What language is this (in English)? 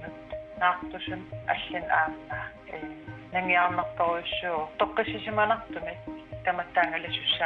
Kalaallisut